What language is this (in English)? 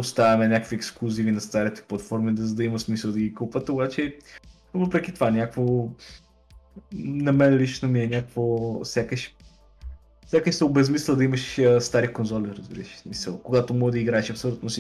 Bulgarian